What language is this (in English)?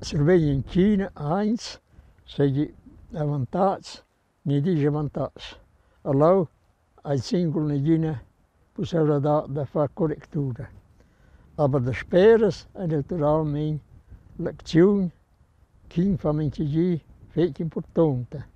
Romansh